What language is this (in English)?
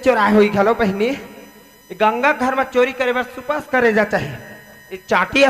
Chhattisgarhi